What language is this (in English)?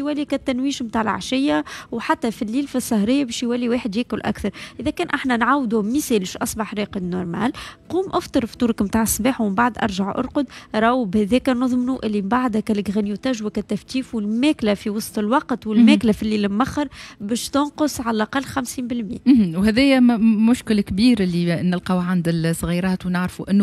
Tunisian Arabic